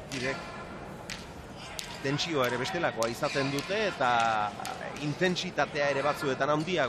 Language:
Basque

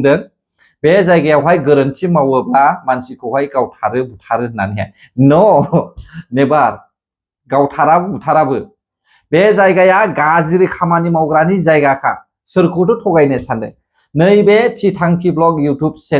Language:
Bodo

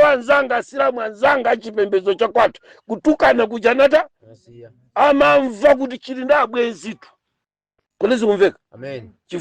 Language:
Nyanja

